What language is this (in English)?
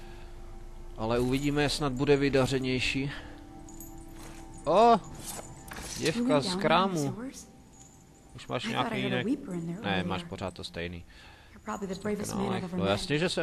Czech